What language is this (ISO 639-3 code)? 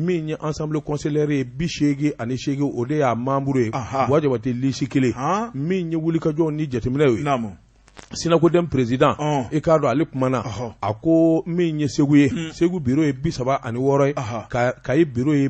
bam